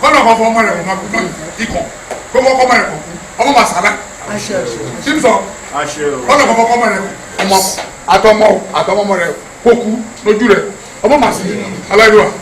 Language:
Yoruba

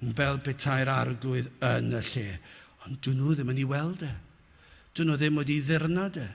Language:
Welsh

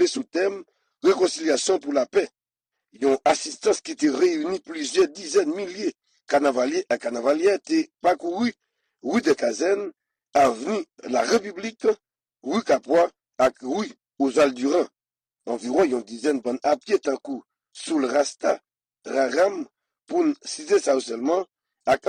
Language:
Haitian Creole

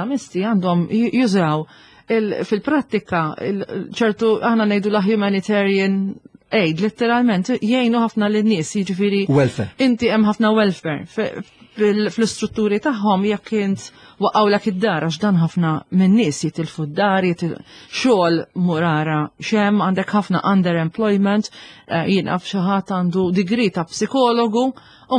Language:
Maltese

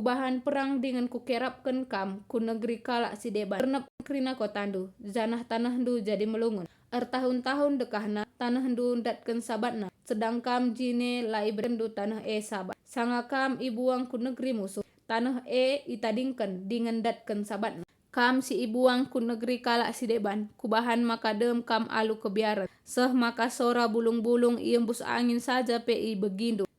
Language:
Batak Karo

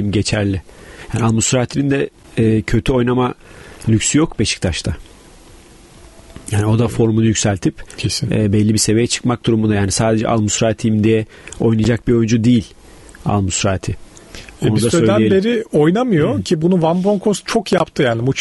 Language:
Turkish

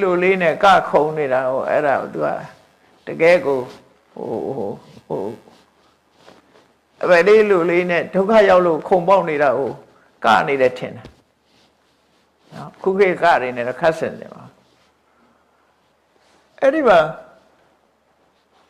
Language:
Burmese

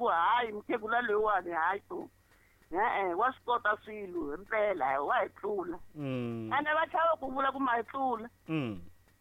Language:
Tsonga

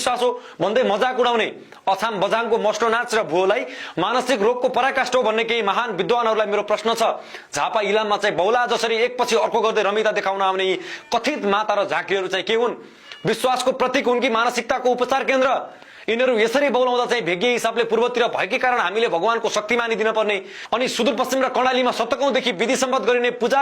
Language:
Nepali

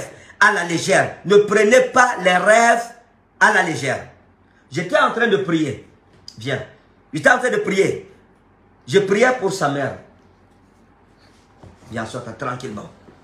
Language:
French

